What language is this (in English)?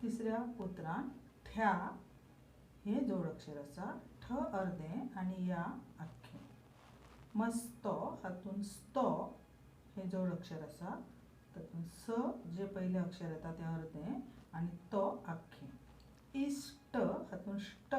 Konkani